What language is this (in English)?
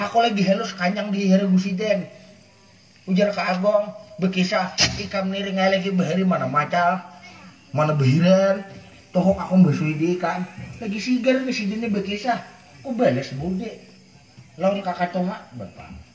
Banjar